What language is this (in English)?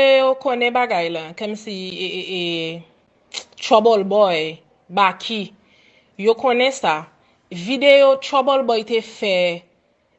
Haitian Creole